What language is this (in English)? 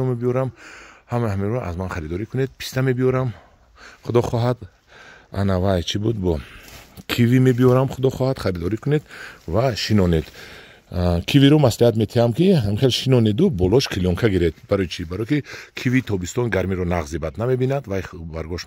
Tajik